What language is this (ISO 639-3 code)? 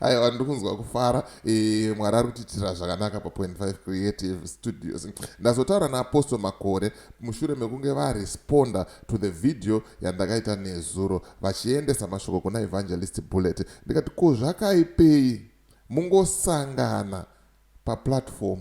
sna